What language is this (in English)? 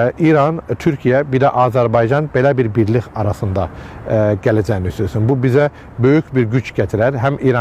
Azerbaijani